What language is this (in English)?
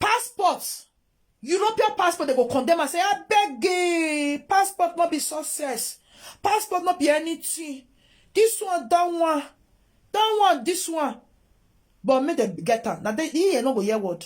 Nigerian Pidgin